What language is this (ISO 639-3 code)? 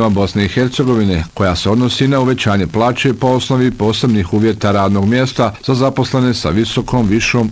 bos